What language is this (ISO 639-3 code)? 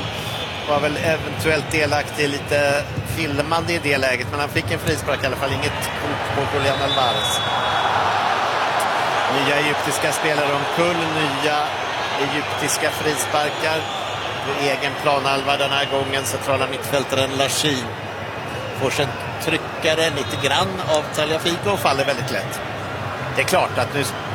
swe